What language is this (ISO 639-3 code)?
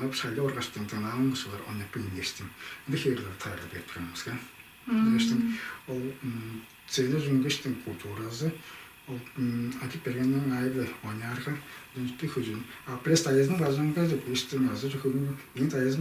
tyv